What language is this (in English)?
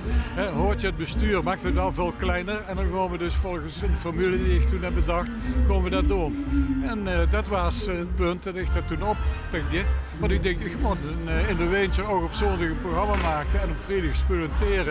Limburgish